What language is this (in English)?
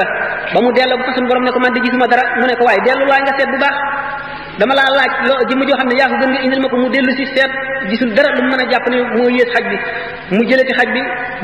Wolof